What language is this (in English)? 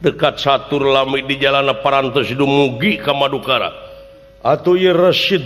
Sundanese